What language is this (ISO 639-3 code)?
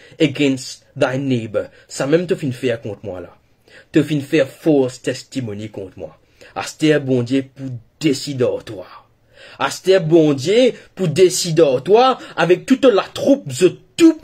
mfe